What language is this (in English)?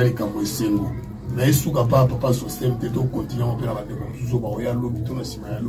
Lingala